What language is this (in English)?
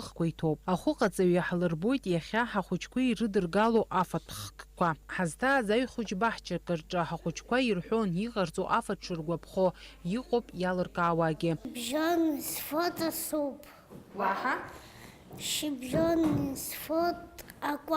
Abkhazian